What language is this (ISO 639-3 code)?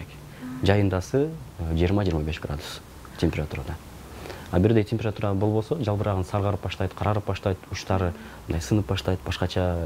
kir